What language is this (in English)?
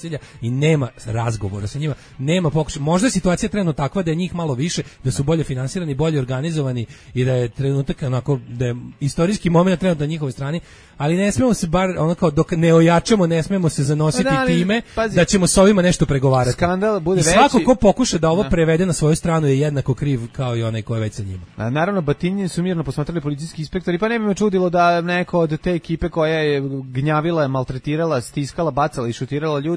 Serbian